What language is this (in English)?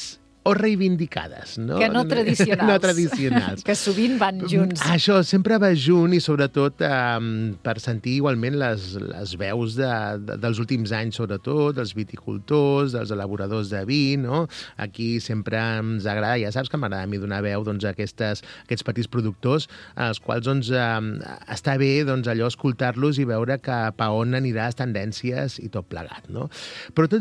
Catalan